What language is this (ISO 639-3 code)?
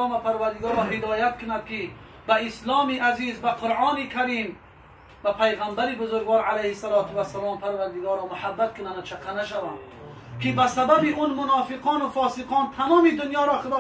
tgk